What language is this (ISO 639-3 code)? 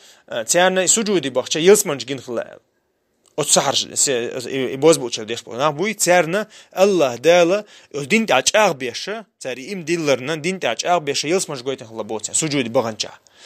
che